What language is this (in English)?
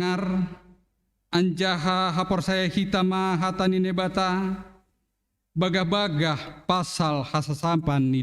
Batak Simalungun